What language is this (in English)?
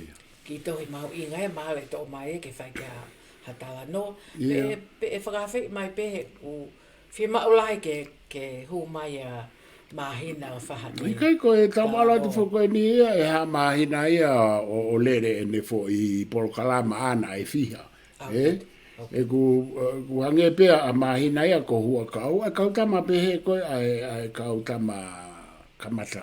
Tongan